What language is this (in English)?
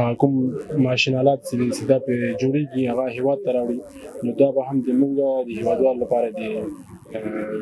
Pashto